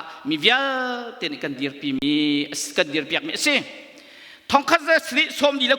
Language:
Hakha Chin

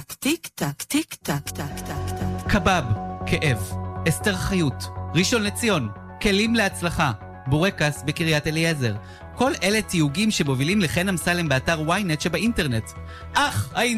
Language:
Hebrew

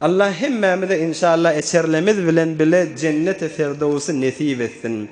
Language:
Turkmen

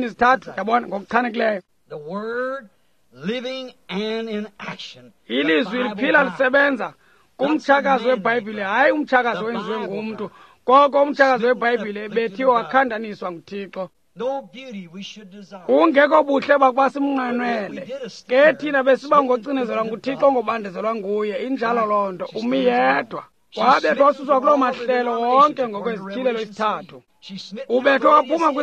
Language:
Xhosa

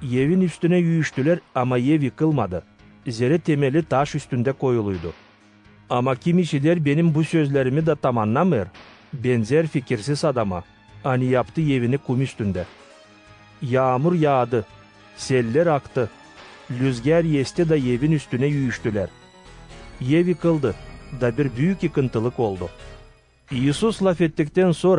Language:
Gagauz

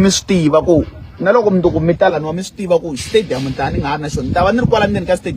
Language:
Tsonga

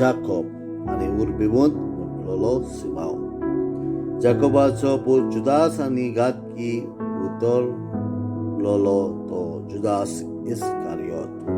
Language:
Konkani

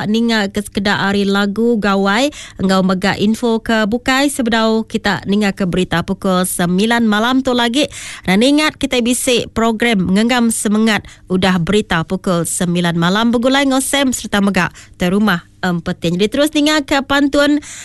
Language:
Iban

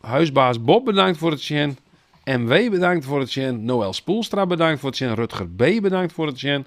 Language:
Western Frisian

